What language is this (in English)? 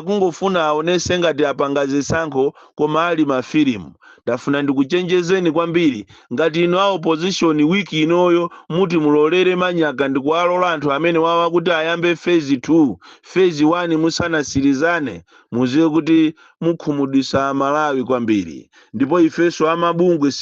Nyanja